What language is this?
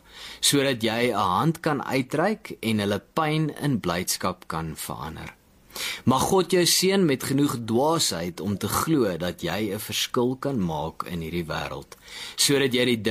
Afrikaans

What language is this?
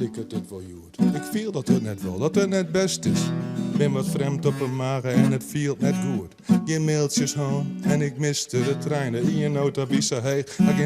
Western Frisian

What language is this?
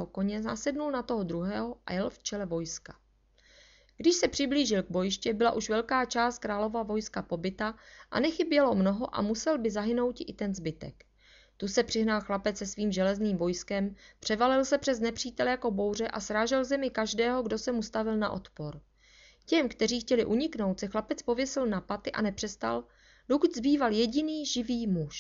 Czech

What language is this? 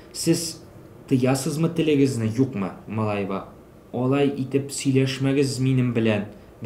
Tatar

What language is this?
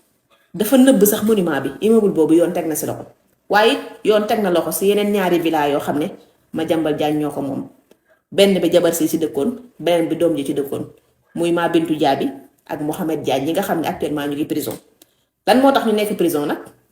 Wolof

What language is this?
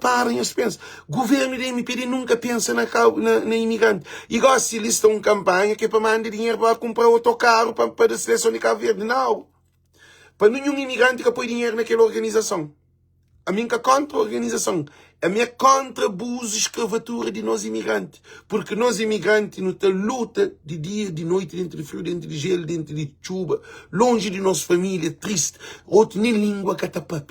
Kabuverdianu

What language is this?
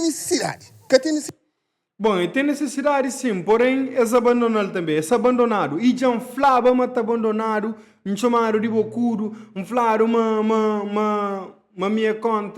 Kabuverdianu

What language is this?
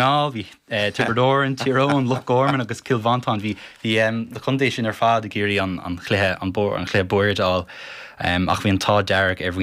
Irish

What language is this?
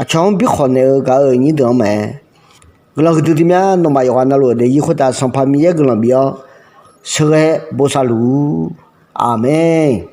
Akha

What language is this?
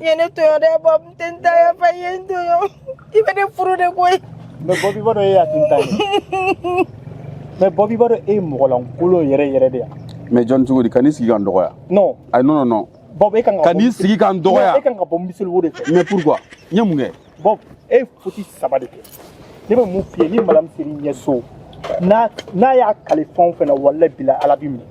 Bambara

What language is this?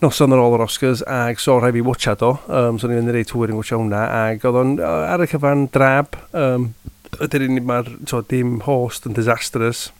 Welsh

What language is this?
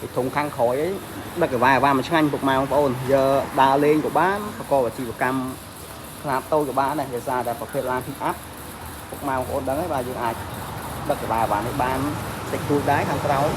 Khmer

